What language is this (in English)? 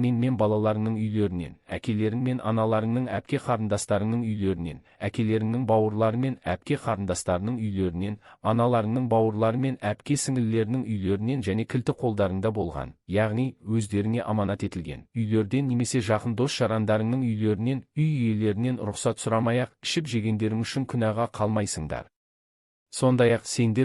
Kazakh